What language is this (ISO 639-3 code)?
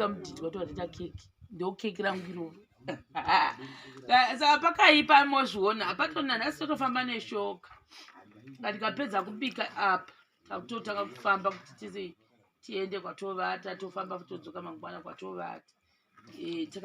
sna